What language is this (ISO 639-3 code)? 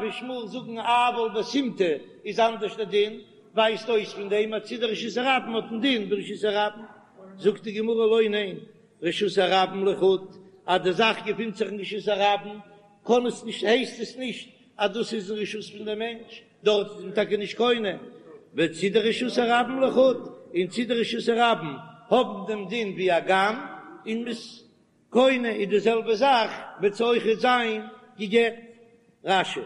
yid